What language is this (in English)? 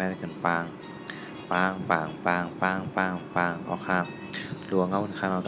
Shan